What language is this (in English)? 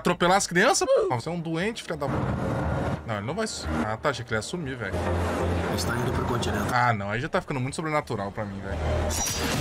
Portuguese